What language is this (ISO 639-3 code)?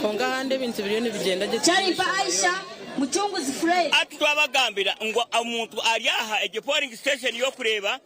nyn